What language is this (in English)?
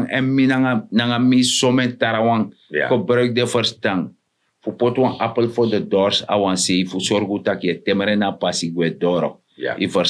Sranan Tongo